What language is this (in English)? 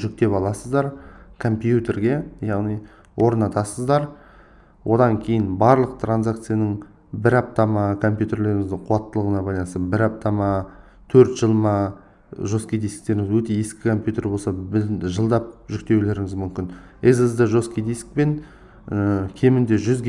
Kazakh